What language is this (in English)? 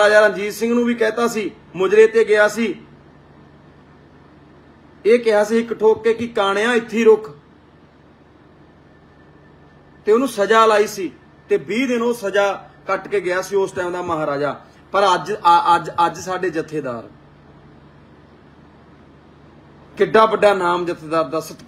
Punjabi